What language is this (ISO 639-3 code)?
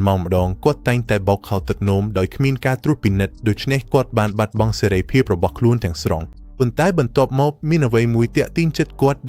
khm